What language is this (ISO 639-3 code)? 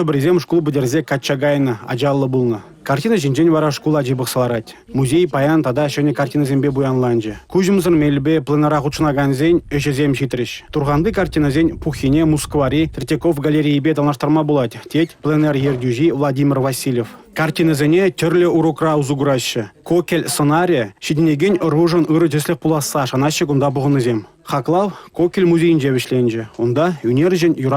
chv